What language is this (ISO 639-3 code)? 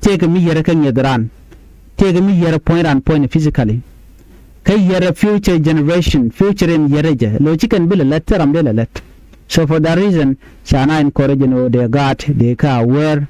nus